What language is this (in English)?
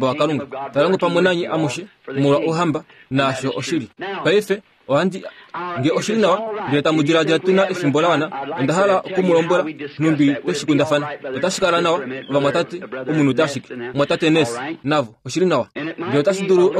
Kuanyama